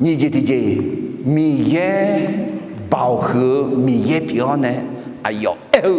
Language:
Akha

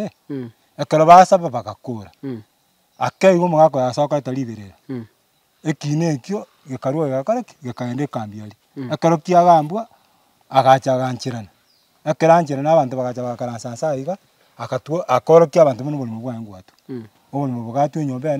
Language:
Gusii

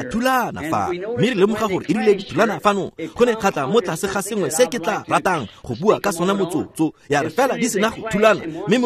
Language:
Tswana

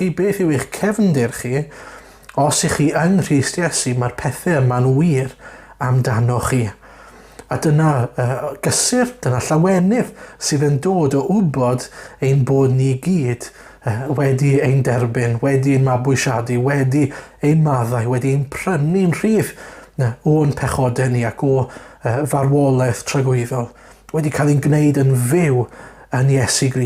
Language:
Welsh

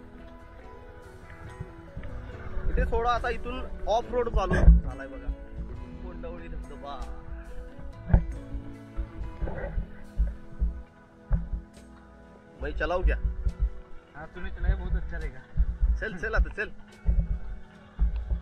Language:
Marathi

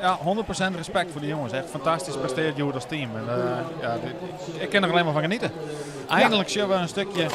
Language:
Western Frisian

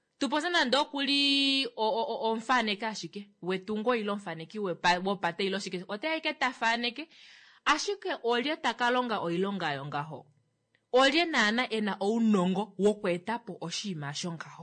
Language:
Kuanyama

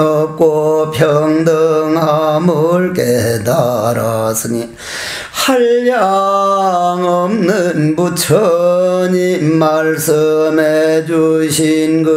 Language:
Korean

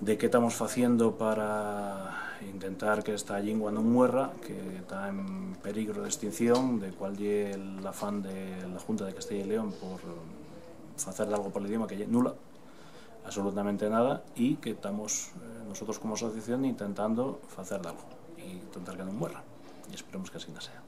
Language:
Asturian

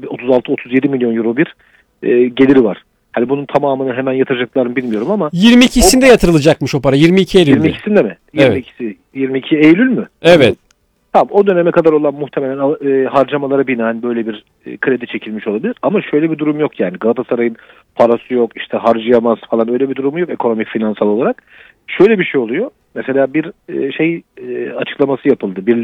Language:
Turkish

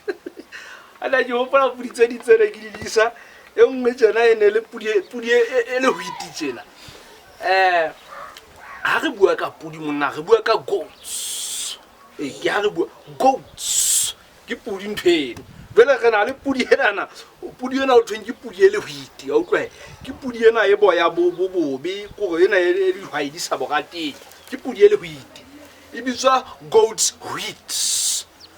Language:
Southern Sotho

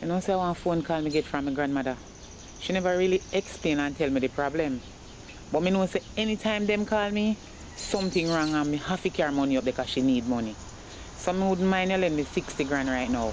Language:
Jamaican Creole English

